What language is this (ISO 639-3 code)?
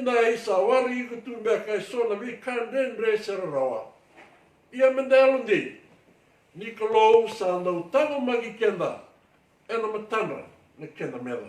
fij